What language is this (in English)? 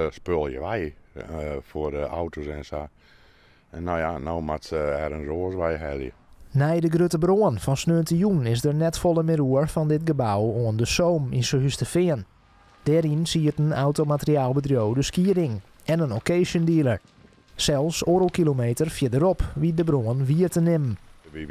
Western Frisian